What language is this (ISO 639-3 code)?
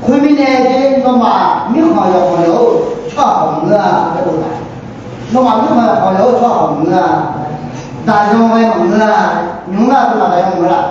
ahk